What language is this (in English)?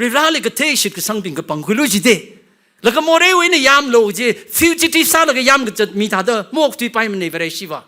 Tangkhul Naga (India)